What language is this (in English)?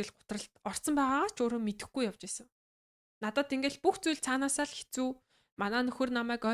Mongolian